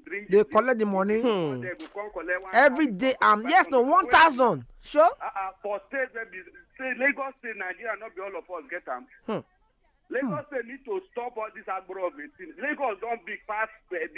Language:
Nigerian Pidgin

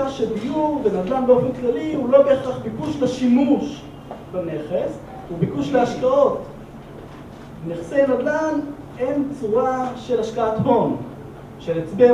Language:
Hebrew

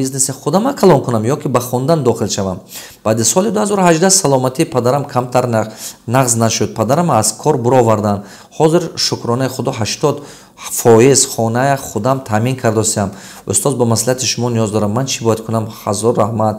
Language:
Tajik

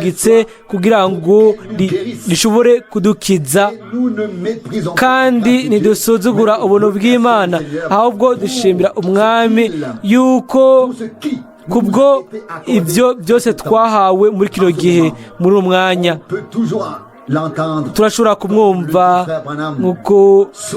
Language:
Rundi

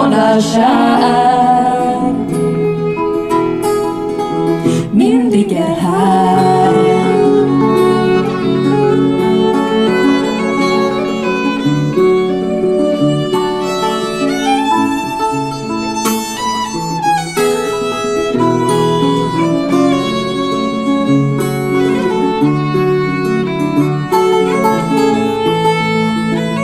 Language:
Swedish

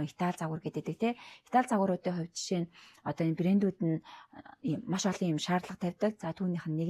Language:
Mongolian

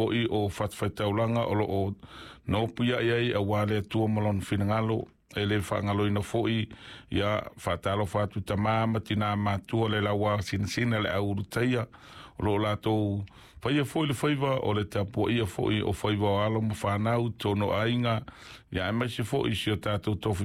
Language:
Samoan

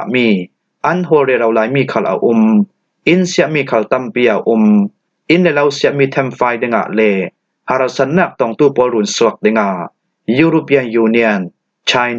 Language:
Falam Chin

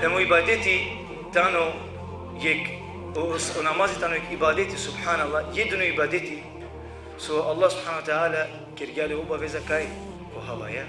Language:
Balkan Romani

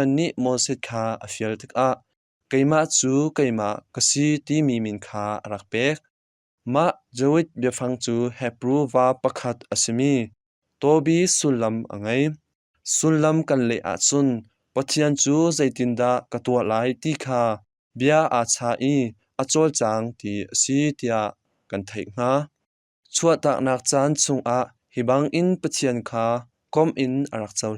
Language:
Hakha Chin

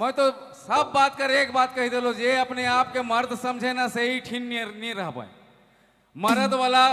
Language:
Sadri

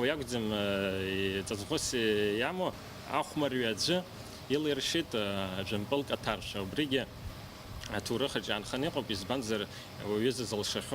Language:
Abkhazian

